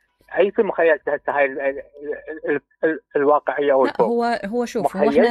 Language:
Mesopotamian Arabic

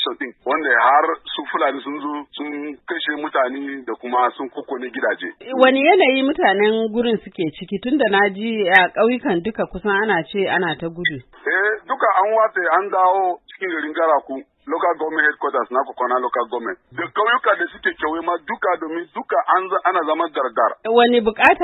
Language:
Hausa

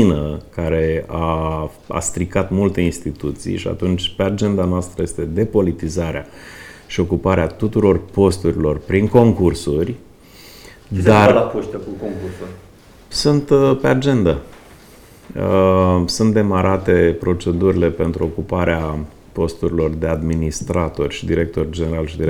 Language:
Romanian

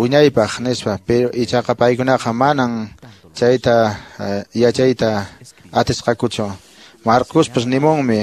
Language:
Quechua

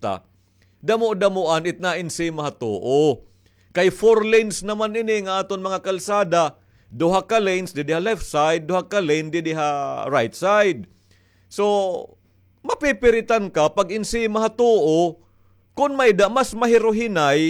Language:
Waray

